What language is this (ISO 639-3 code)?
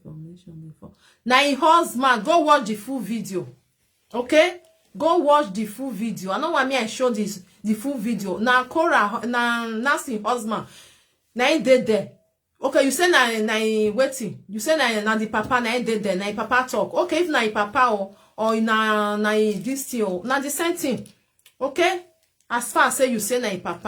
pcm